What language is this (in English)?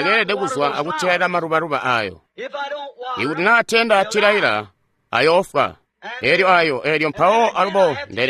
Tonga (Zambia)